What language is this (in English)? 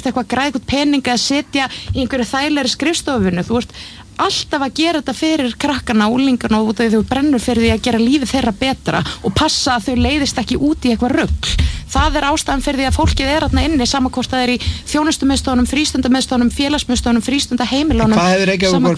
Icelandic